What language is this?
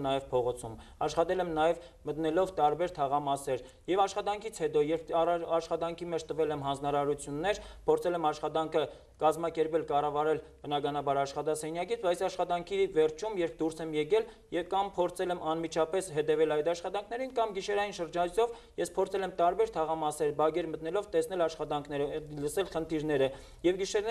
Armenian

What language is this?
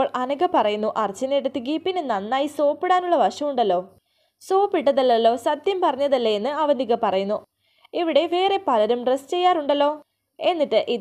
Malayalam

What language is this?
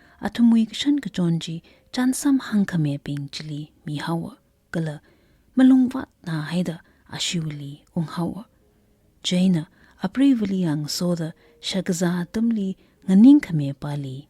Tangkhul Naga (India)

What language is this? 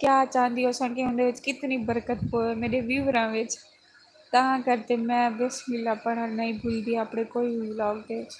Saraiki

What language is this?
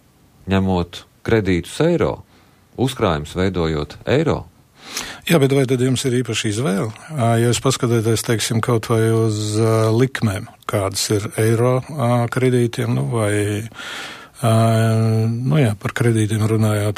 Latvian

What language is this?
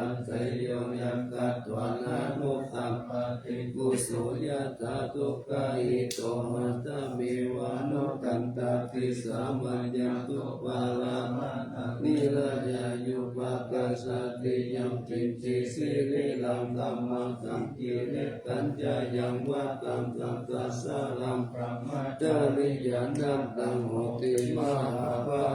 Pali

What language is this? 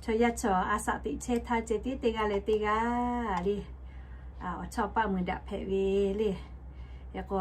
Lahu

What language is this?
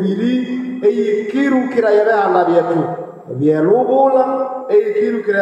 Nande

